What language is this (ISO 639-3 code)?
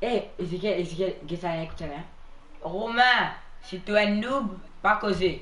mfe